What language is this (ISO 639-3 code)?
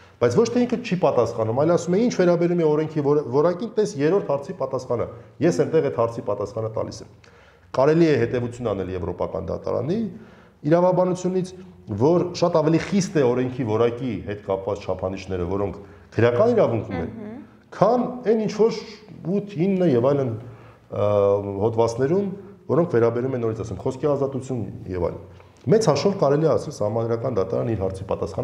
hye